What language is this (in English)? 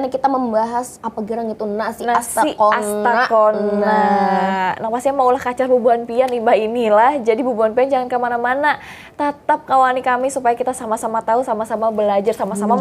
Banjar